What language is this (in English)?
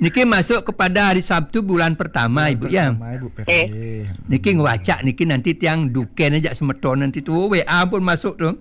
Balinese